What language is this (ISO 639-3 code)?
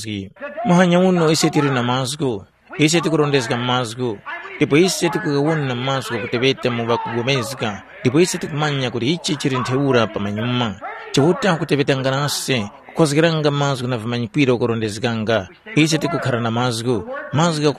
tum